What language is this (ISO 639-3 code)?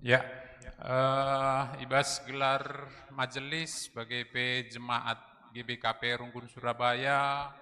btx